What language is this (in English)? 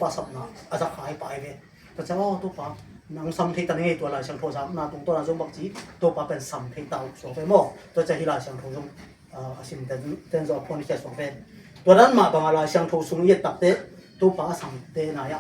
Tedim Chin